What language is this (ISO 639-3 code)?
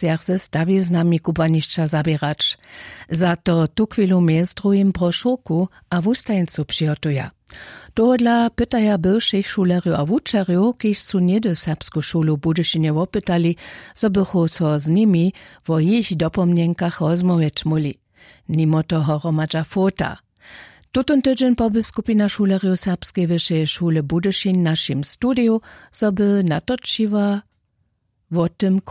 hsb